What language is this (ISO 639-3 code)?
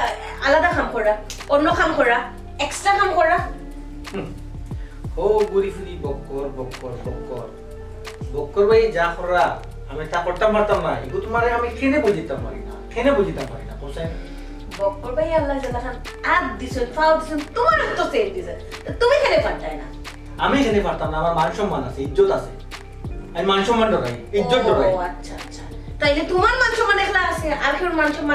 syl